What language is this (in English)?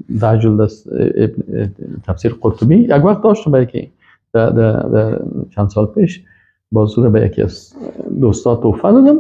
Persian